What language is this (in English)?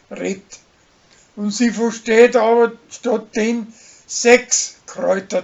Bavarian